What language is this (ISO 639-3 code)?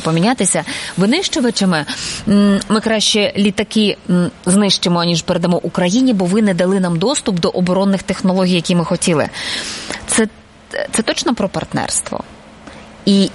ukr